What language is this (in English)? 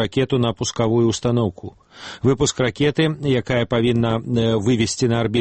Belarusian